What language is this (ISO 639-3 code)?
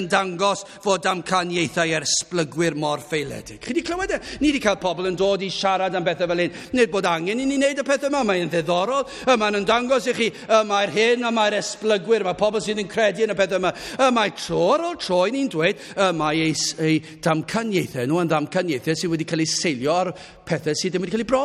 cym